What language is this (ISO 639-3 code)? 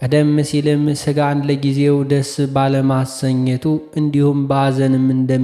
amh